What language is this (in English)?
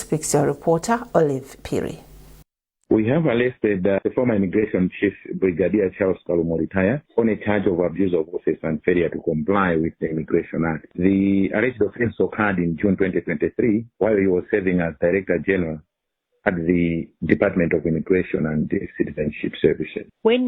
English